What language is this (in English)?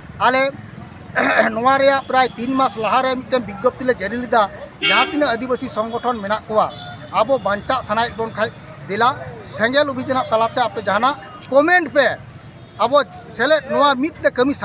Santali